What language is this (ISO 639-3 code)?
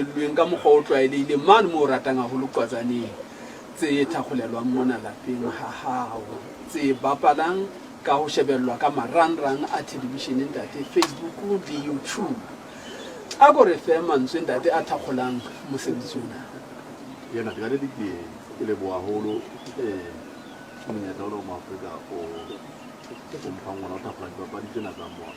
sot